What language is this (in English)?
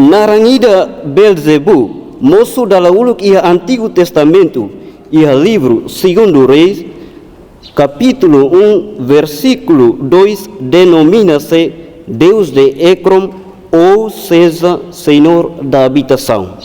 Tetum